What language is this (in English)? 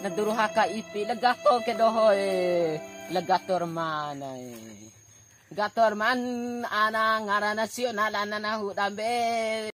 Bima